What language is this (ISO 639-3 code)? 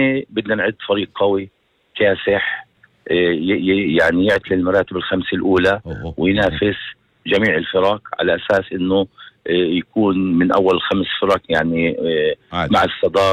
apc